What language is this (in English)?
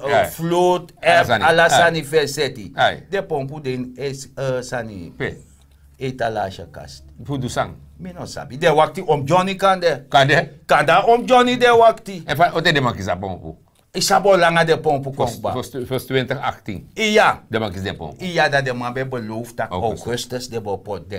Sranan Tongo